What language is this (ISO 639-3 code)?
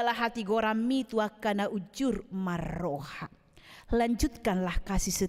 bbc